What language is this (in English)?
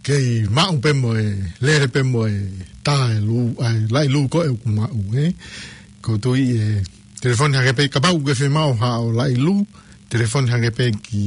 Tongan